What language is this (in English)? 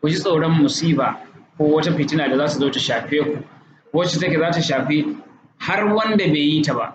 Hausa